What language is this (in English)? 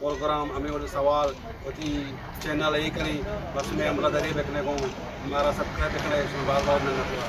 Eastern Balochi